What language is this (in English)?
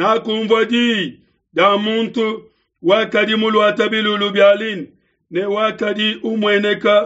Luba-Lulua